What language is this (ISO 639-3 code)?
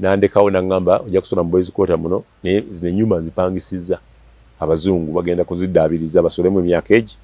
lug